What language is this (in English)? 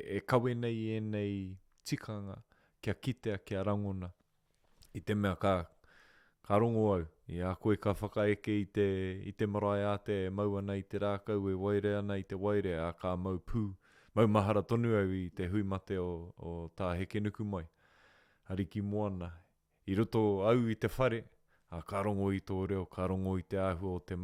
Māori